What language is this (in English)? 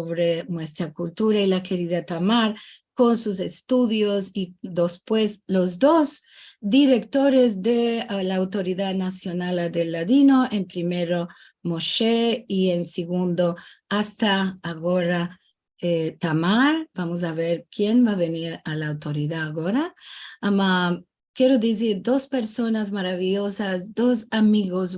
Ladino